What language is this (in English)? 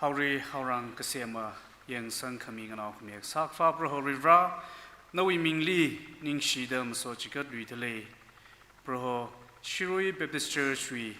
Tangkhul Naga (India)